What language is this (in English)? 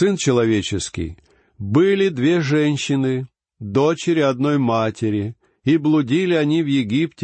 Russian